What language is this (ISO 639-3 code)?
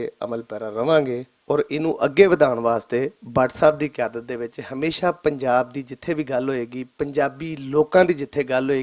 lah